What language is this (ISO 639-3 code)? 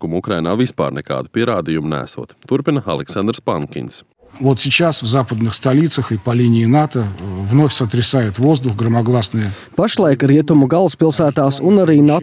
lav